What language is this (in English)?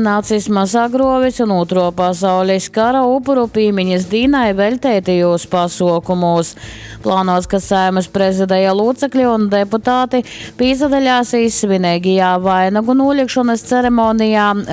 Latgalian